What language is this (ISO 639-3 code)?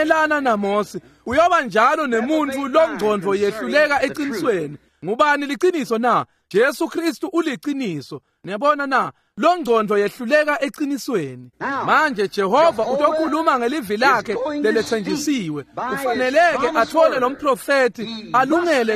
ssw